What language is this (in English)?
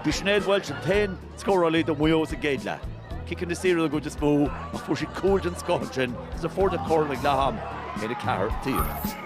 Irish